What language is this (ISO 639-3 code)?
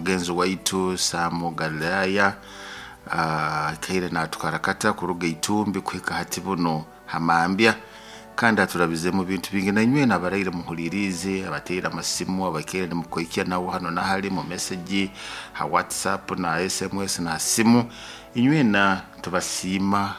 nyo